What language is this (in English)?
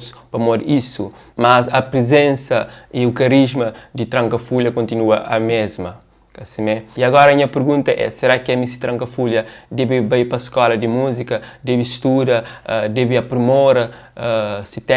Kabuverdianu